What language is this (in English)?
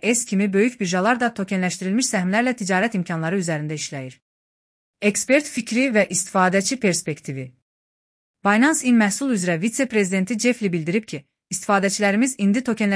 Azerbaijani